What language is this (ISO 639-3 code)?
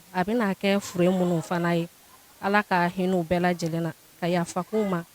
bam